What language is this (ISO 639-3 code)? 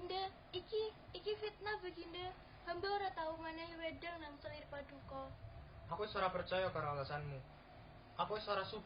jav